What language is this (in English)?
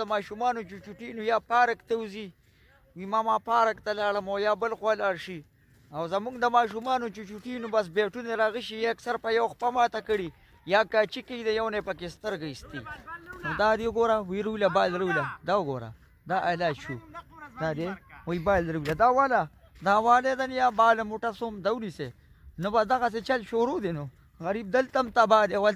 Pashto